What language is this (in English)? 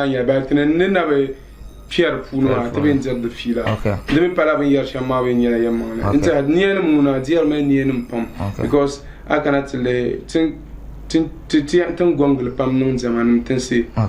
Dagbani